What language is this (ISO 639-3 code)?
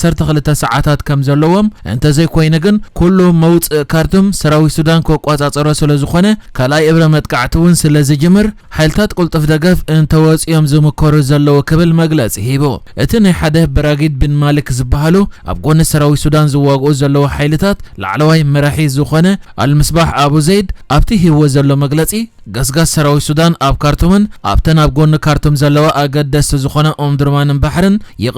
tir